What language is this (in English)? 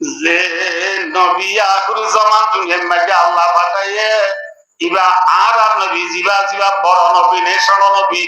Rohingya